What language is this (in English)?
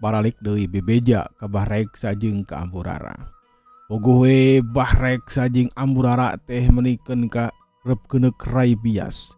Sundanese